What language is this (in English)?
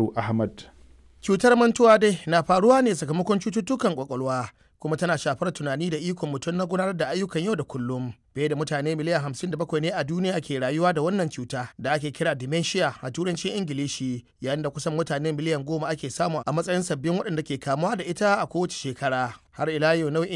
Hausa